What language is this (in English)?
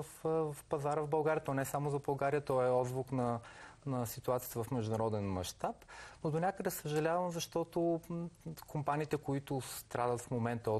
Bulgarian